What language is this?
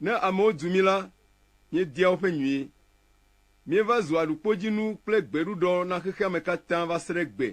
Ewe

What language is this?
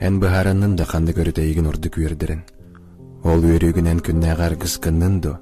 Yakut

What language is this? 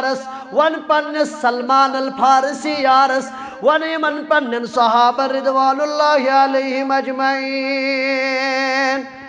Kashmiri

